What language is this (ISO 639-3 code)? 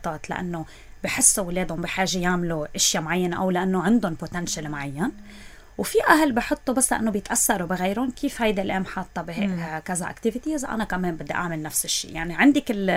apc